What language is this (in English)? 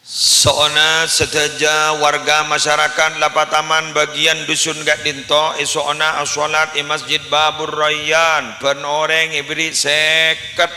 Madurese